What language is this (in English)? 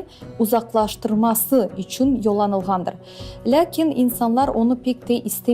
Crimean Tatar